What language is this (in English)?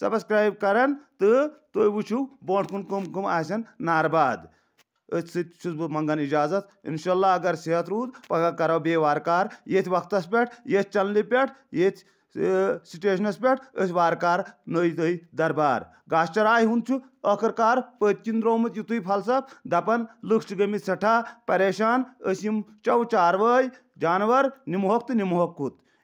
Kashmiri